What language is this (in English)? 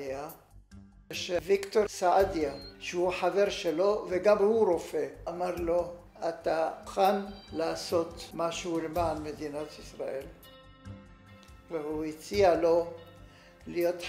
Hebrew